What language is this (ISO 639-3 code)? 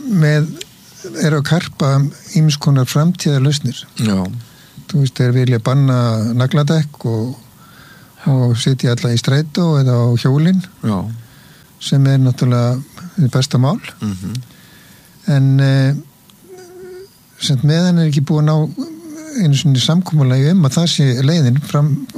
isl